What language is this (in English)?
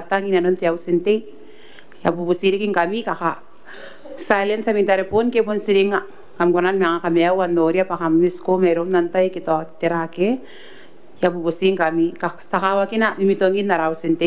Gilbertese